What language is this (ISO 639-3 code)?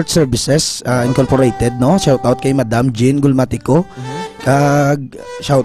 hil